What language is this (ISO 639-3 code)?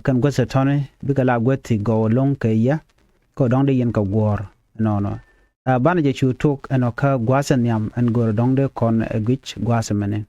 nus